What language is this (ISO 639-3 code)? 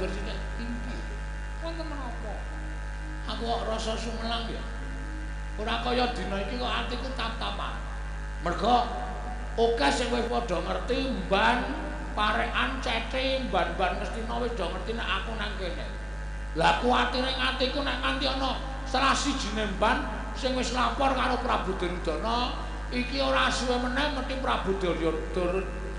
jav